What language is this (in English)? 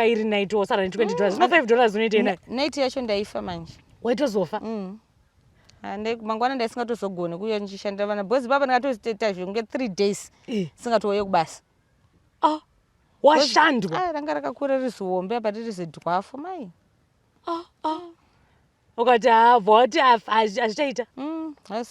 Shona